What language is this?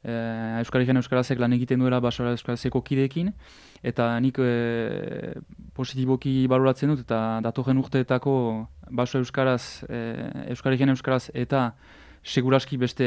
Basque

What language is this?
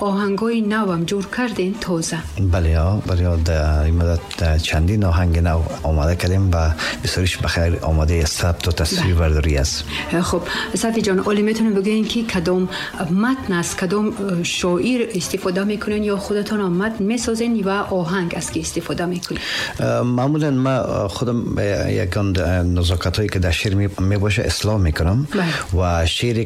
Tajik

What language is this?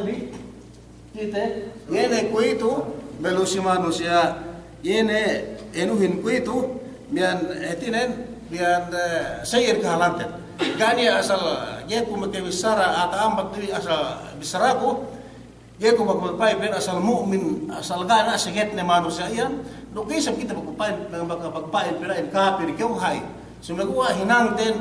Yakan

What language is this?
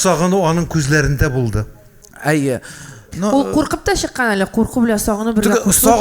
Tatar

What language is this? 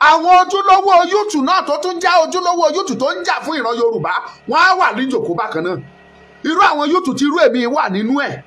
Yoruba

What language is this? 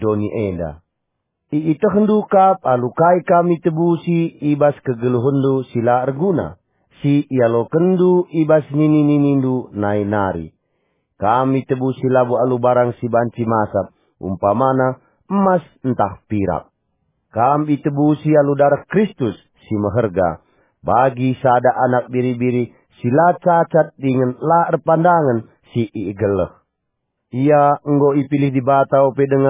Batak Karo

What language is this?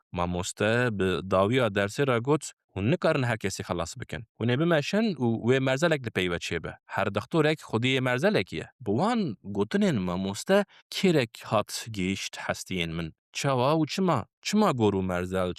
Kurdish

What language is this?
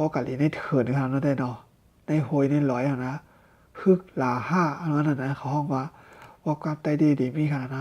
Shan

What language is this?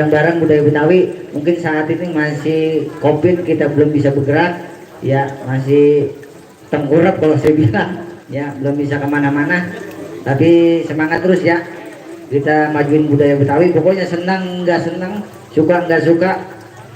Betawi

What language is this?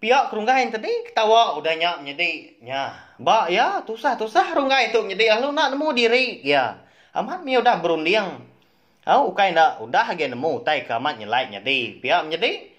Iban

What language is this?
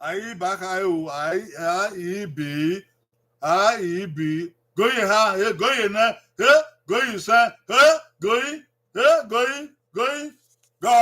Bini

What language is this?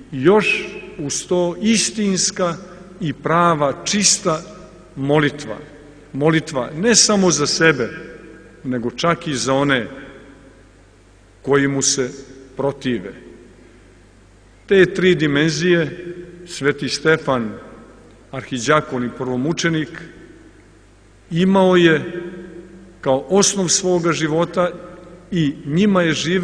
Serbian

